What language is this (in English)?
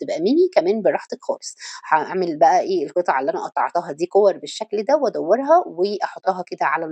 Egyptian Arabic